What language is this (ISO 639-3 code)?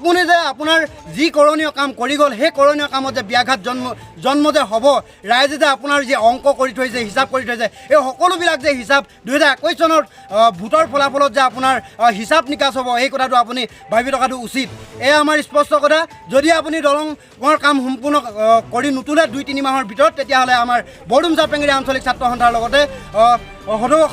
asm